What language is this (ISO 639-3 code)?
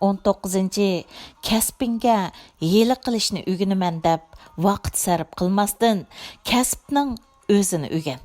uig